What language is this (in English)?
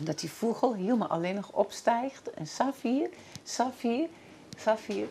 Western Frisian